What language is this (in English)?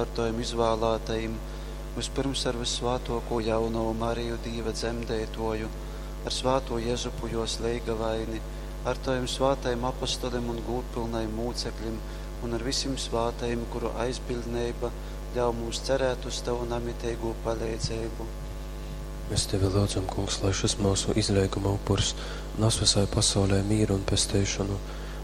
Latgalian